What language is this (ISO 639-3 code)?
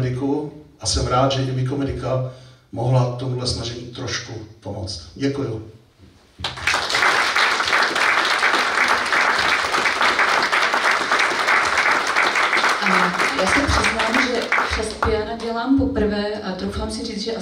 ces